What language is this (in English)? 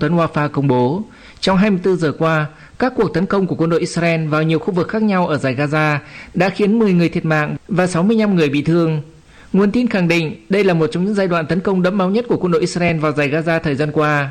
Vietnamese